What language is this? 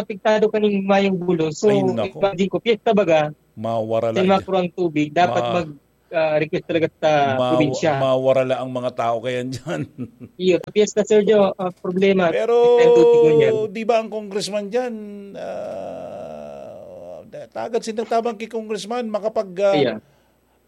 Bikol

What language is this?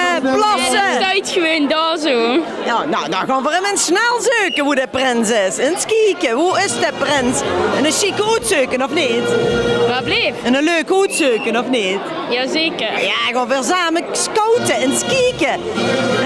Limburgish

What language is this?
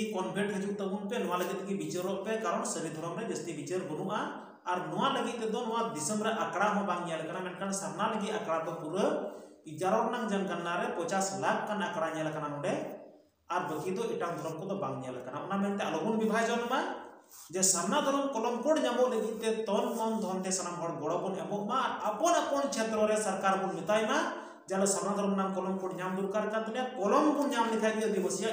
Santali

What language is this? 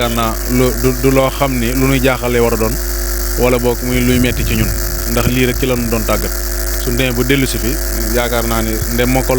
Wolof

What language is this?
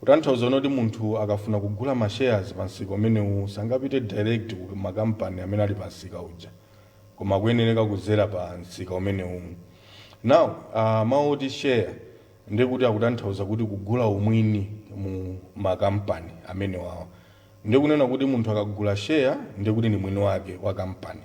Nyanja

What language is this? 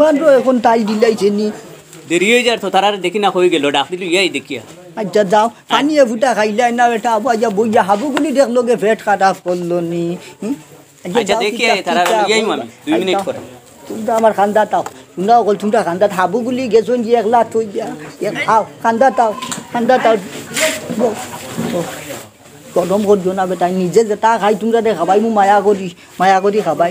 Sylheti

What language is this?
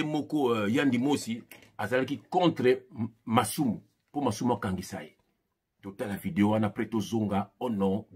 Lingala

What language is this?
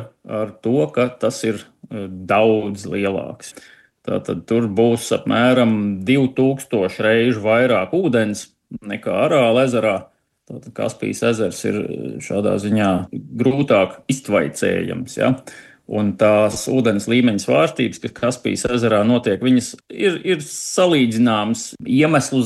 Latvian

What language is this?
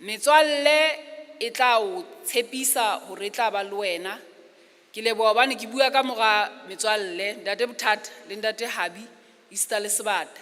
Southern Sotho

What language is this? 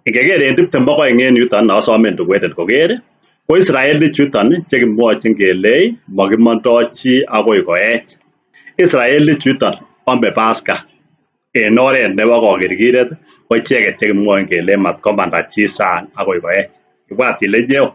Kalenjin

